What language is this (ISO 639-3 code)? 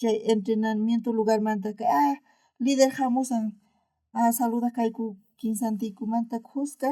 quh